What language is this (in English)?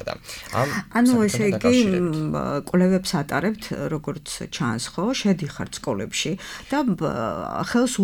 Georgian